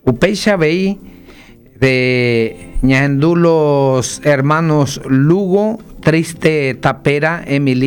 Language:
Guarani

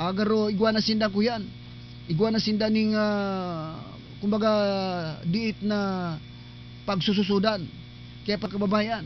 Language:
Bikol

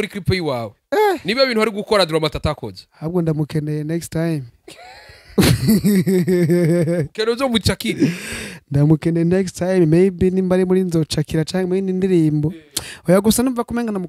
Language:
Rundi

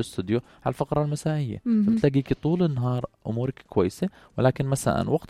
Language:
North Levantine Arabic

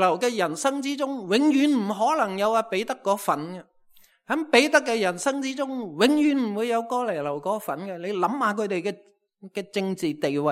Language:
Cantonese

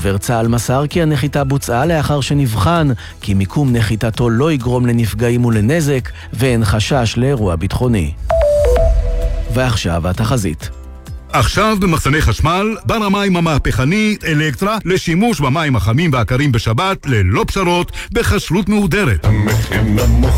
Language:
Hebrew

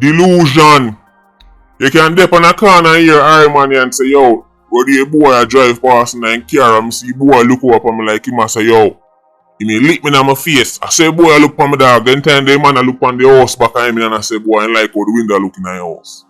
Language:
Jamaican Creole English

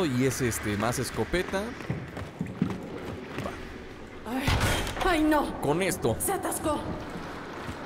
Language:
Spanish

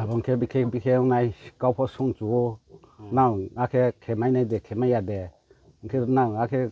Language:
Riang (India)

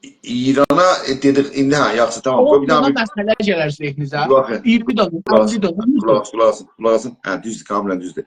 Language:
South Azerbaijani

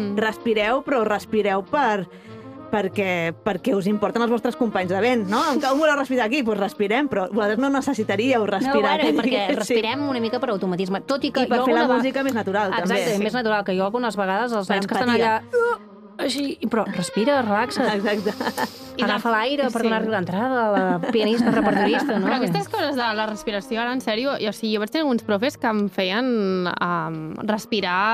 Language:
Catalan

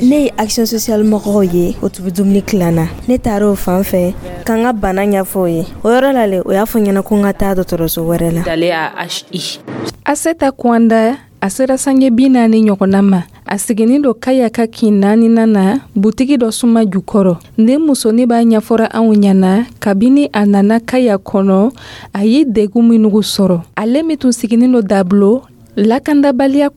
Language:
Dyula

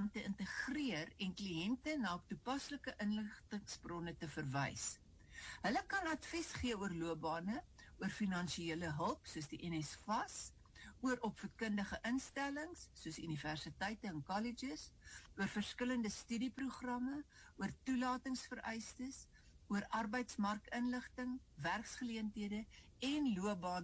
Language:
Afrikaans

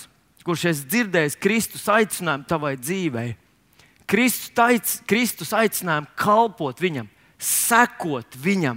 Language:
Latvian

